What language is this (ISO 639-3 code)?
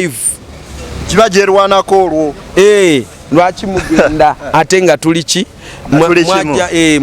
lug